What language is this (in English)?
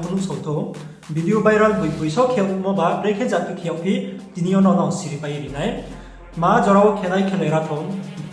Riang (India)